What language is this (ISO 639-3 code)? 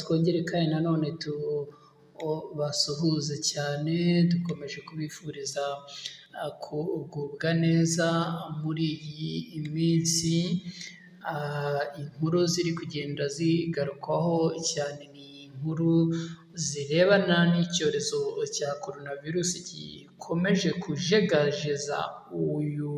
kin